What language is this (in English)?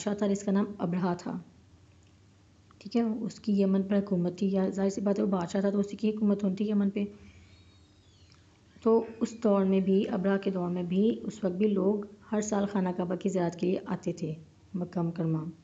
Urdu